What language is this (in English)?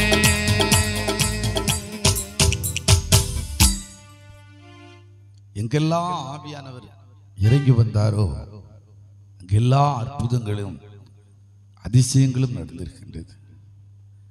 Tamil